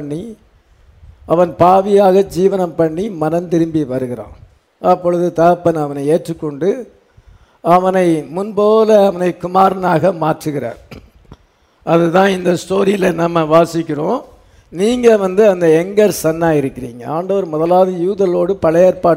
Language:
Tamil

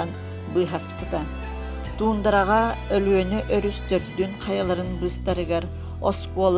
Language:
Yakut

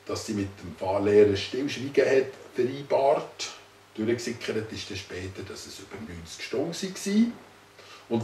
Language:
Swiss German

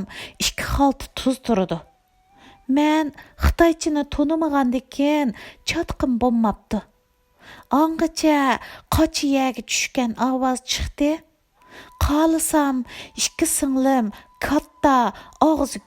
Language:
Uyghur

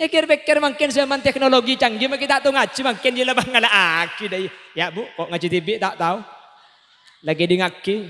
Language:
Madurese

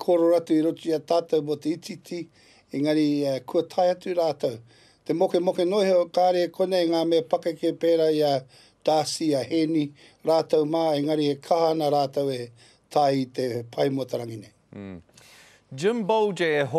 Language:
Māori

